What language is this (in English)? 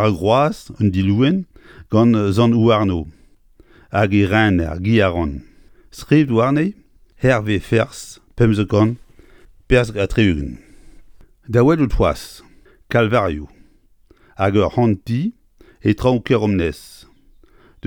Breton